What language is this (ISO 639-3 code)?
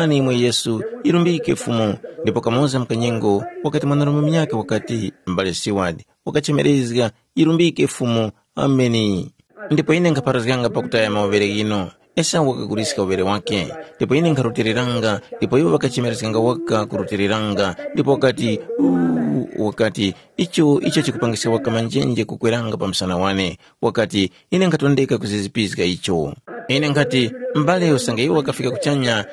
tum